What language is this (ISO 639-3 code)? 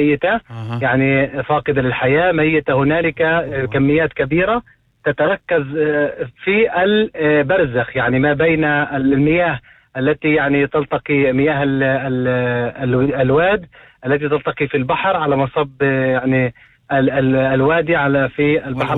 apc